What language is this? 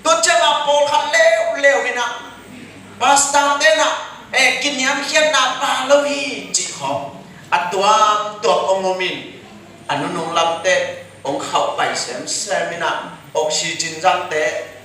Tedim Chin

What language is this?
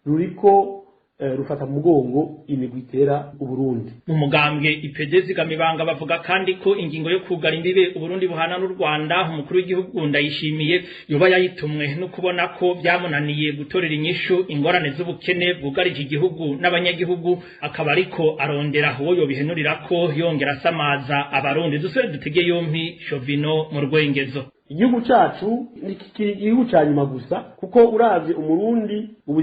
Rundi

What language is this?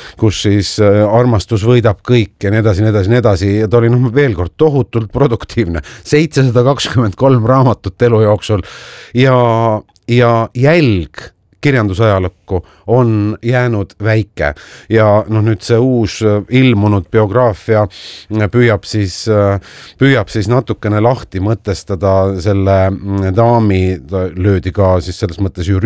Estonian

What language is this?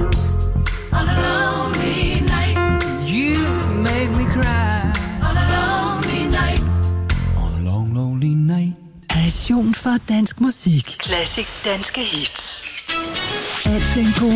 Danish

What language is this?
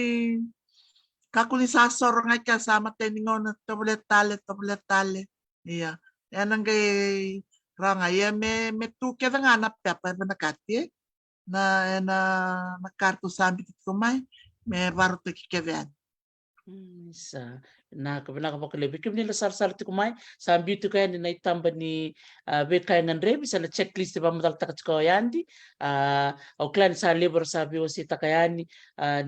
Fijian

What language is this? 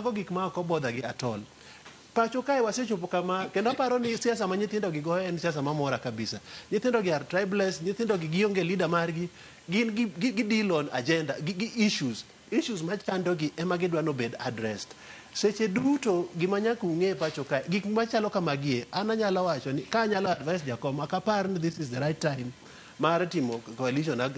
Luo (Kenya and Tanzania)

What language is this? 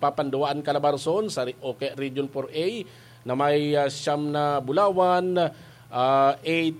Bikol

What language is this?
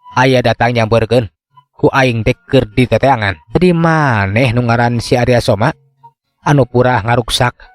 Sundanese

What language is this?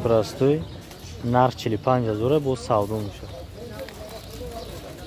Tajik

